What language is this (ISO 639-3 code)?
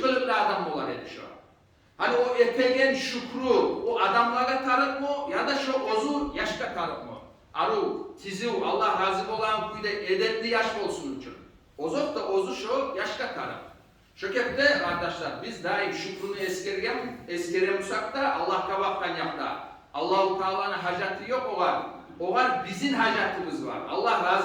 kum